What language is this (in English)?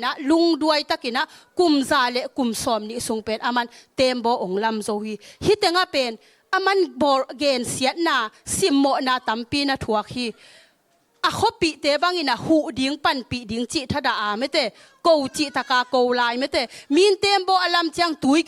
Tedim Chin